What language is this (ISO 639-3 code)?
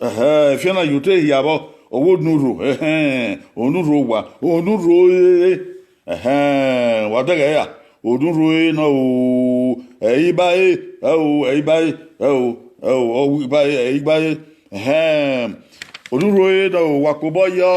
bin